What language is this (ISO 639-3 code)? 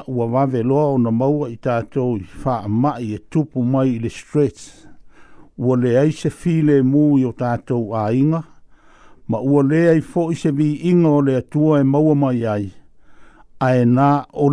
smo